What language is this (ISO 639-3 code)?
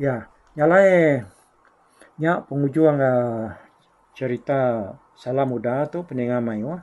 iba